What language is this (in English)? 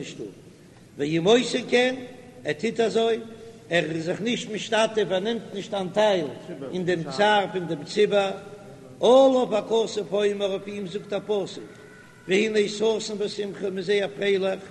Yiddish